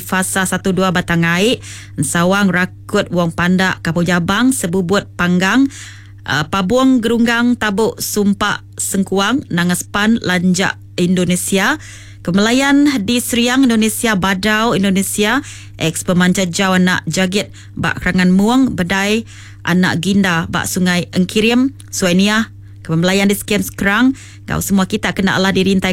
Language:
Iban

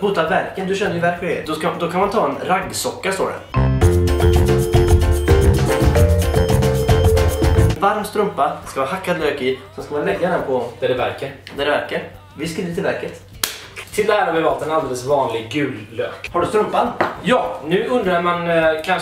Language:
Swedish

